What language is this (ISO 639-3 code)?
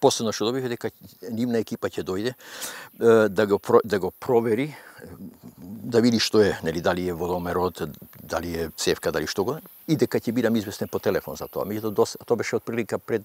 mkd